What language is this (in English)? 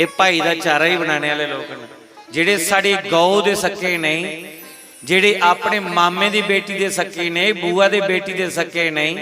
Dogri